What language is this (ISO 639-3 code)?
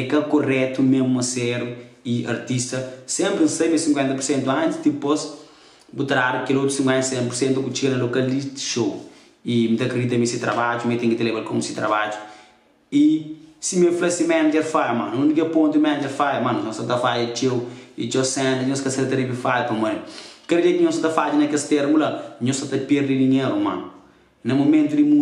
kea